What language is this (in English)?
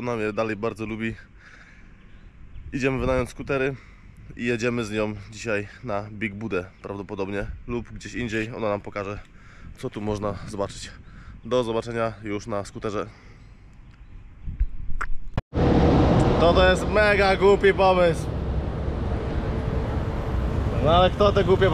Polish